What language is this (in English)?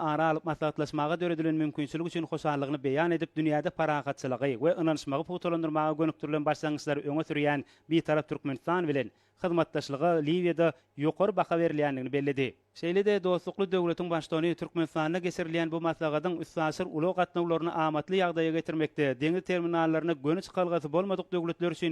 Turkmen